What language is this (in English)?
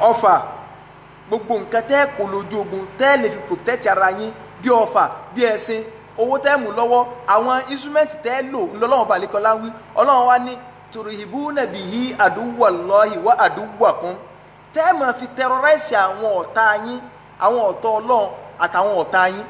Yoruba